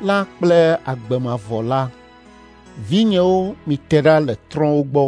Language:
Ewe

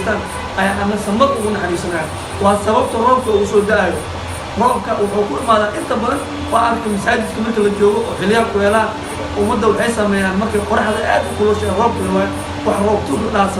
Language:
Somali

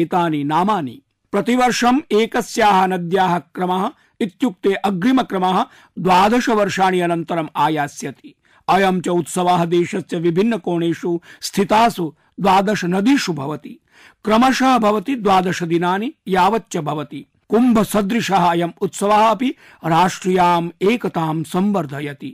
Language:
Sanskrit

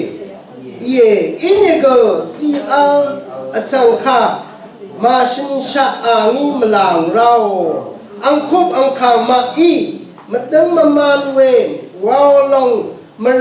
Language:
Rawang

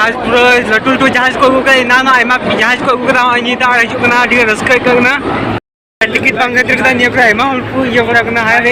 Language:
Santali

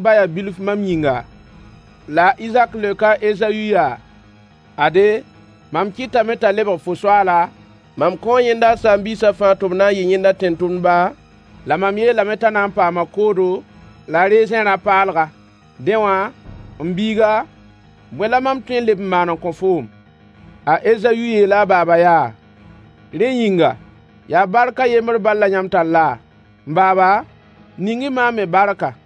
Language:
Mossi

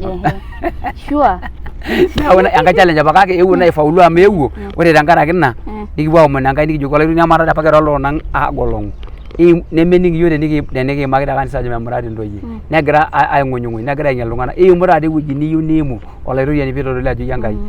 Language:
Masai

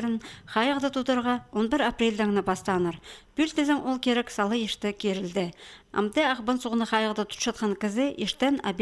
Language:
Khakas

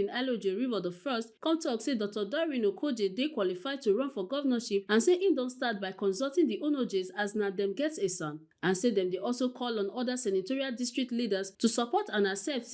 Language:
Nigerian Pidgin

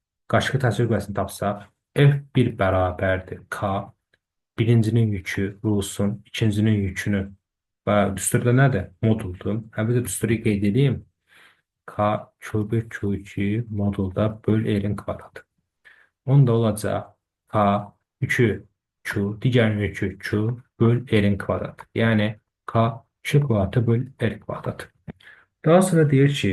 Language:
Azerbaijani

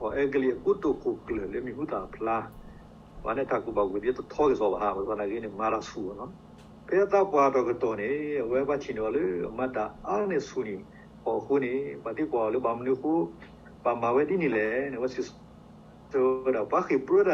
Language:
S'gaw Karen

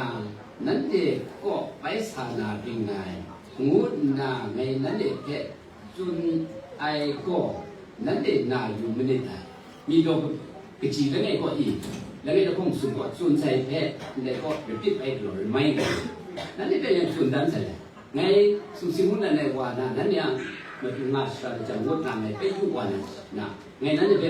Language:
Kachin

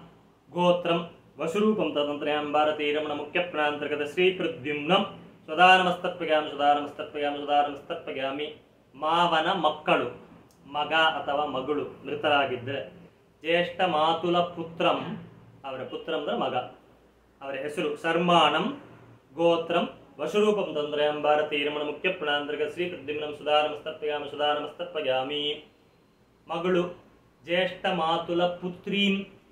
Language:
Kannada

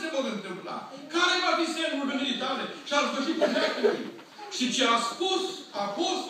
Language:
Romanian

